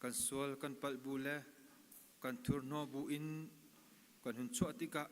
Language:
Hakha Chin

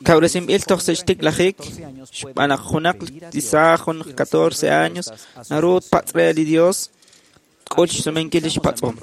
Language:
Kekchí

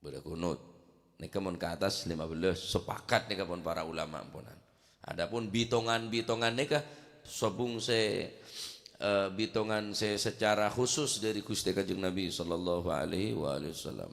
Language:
Madurese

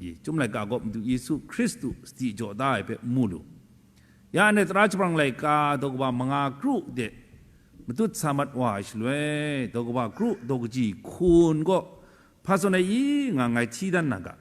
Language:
Kachin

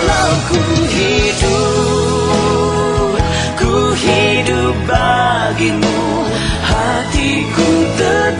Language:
Batak Simalungun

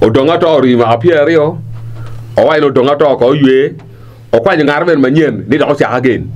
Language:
Acoli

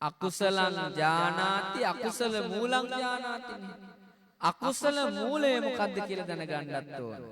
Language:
Sinhala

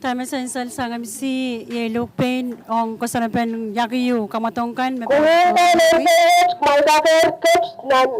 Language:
Pohnpeian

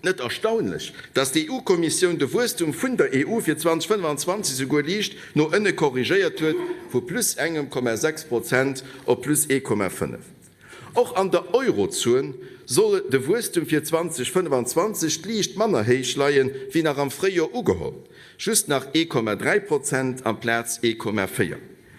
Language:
Luxembourgish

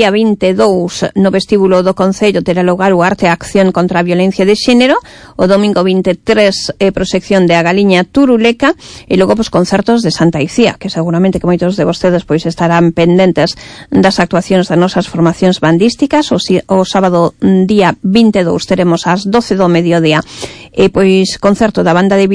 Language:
Galician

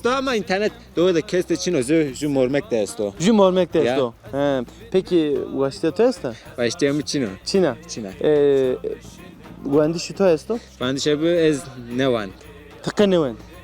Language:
Zaza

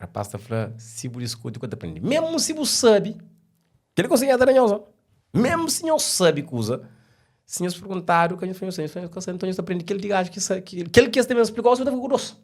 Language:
Kabuverdianu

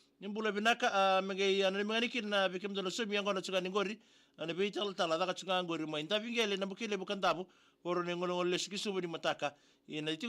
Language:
Fijian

